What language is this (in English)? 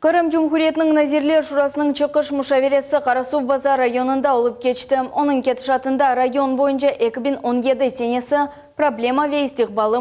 Crimean Tatar